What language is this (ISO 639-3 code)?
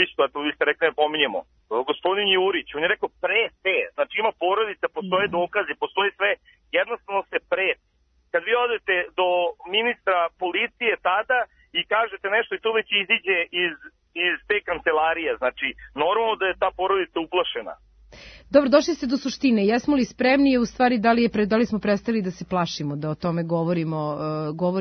srp